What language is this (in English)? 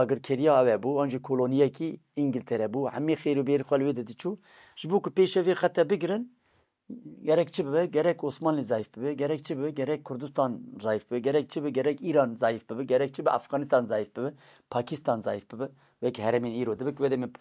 Kurdish